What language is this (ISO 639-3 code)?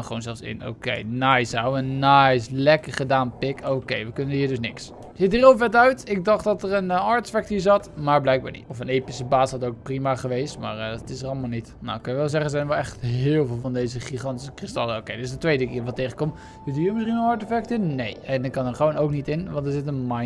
nld